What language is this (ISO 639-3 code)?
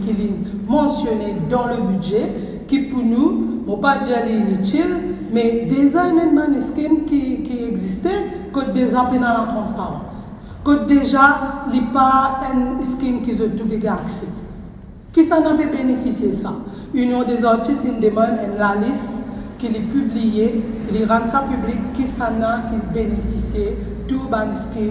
mfe